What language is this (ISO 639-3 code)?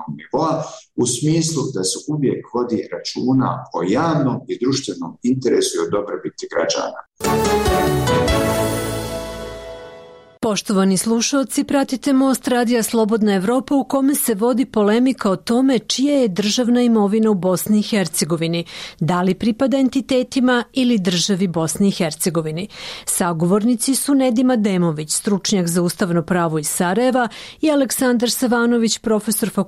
bos